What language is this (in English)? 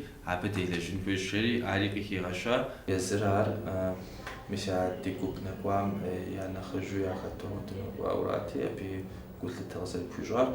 Kabardian